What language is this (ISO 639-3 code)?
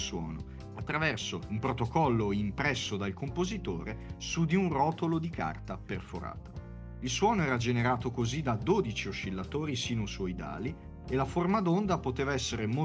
ita